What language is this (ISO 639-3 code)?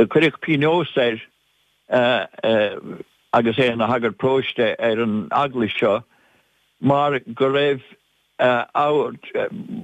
gle